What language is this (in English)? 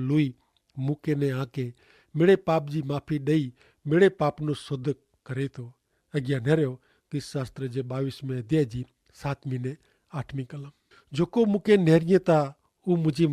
Kachhi